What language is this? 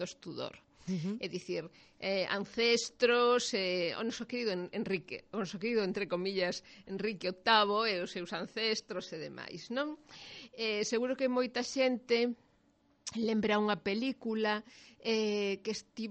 Galician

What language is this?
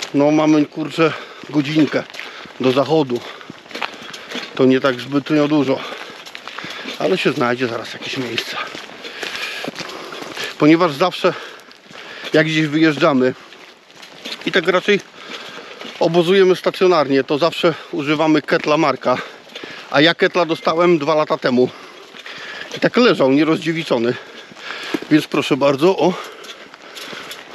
Polish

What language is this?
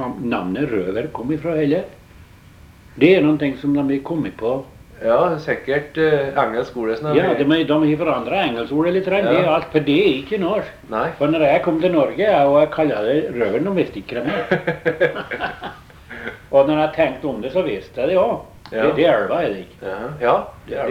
Norwegian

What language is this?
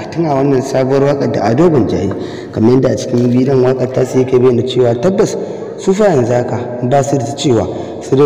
Hausa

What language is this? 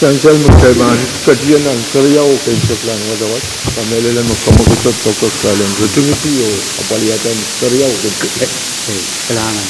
Pohnpeian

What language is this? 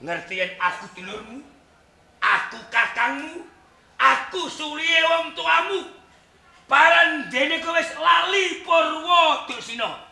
Javanese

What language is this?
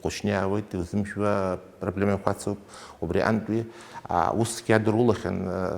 Abkhazian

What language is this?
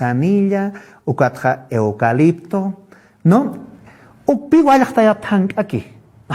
Aymara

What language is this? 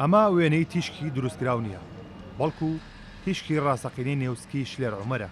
Central Kurdish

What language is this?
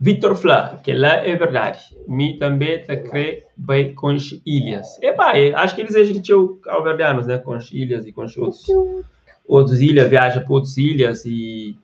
Kabuverdianu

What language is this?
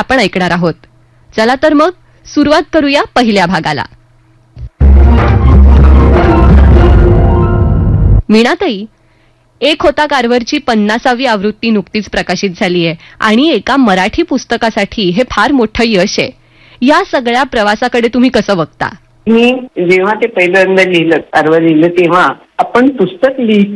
Marathi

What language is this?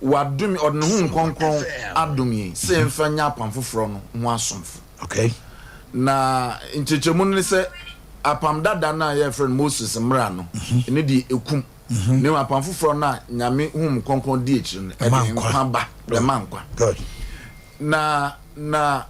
Akan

